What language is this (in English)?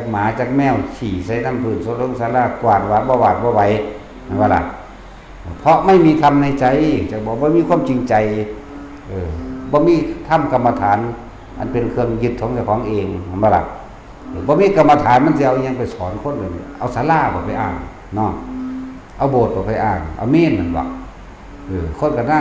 Northeastern Thai